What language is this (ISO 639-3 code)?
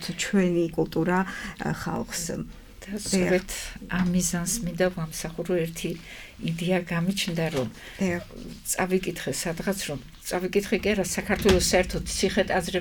kat